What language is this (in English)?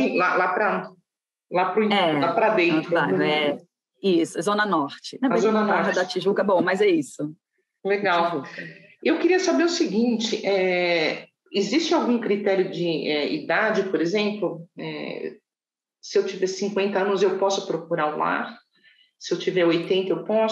Portuguese